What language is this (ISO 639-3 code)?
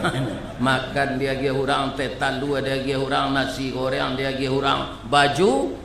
min